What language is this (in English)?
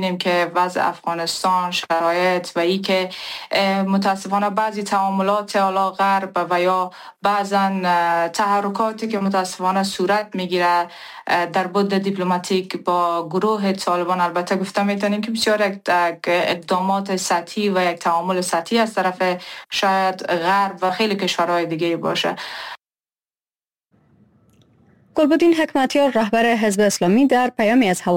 Persian